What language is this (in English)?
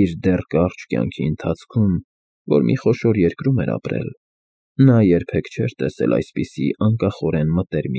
Armenian